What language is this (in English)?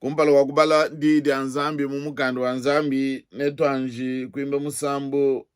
Luba-Lulua